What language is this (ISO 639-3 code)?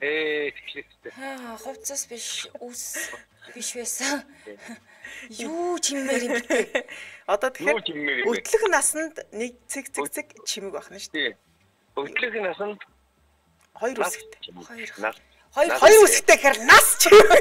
mon